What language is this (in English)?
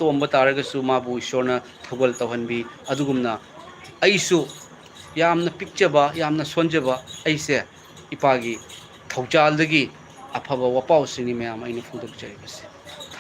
Manipuri